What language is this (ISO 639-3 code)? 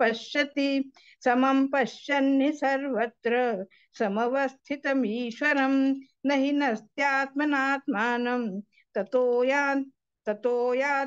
san